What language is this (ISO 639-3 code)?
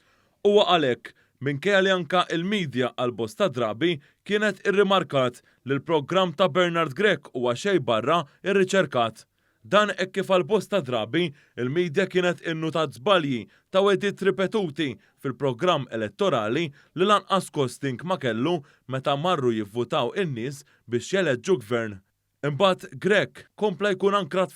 mlt